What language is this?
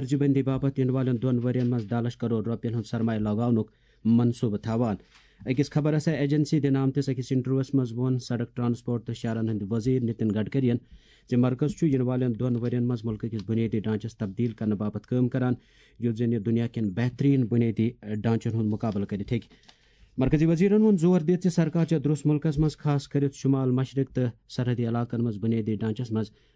Kashmiri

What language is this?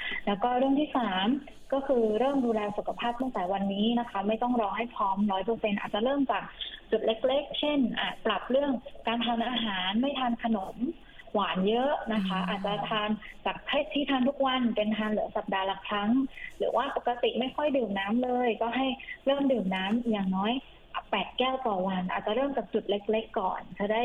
Thai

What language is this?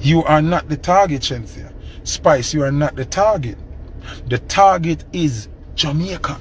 Jamaican Creole English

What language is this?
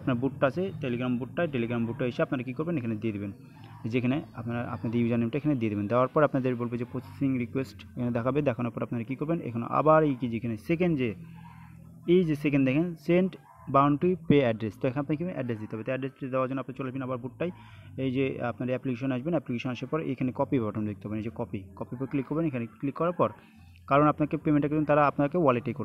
Bangla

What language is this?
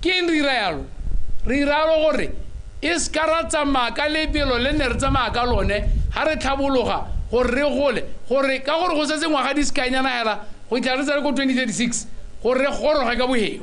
Tswana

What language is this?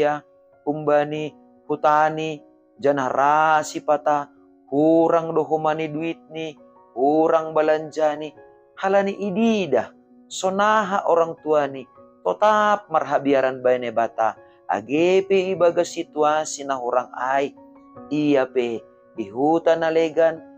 Batak Simalungun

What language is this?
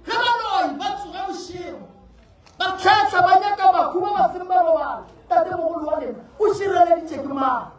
Northern Sotho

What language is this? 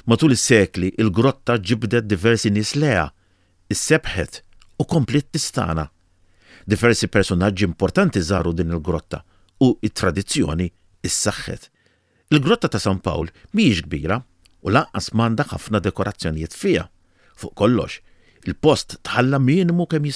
Maltese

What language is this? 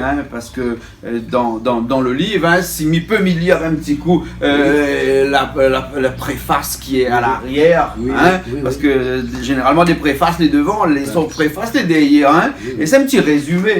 Réunion Creole French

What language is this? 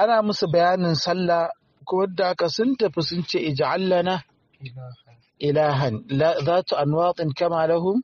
Hausa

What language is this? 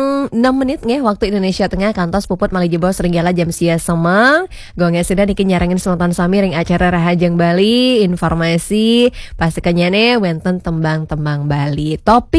Balinese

